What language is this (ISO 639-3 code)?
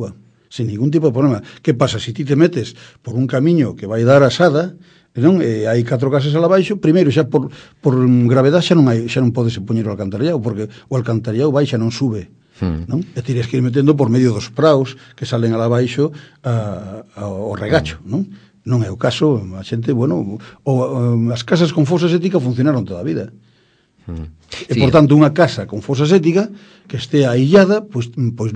glg